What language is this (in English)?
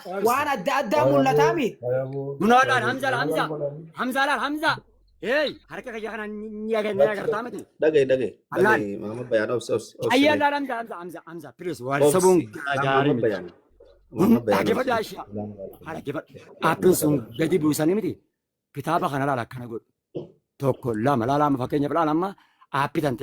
Oromo